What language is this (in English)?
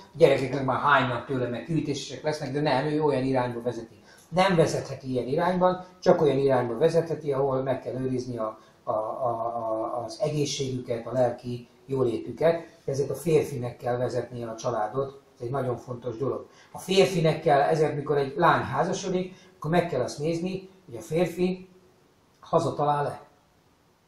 Hungarian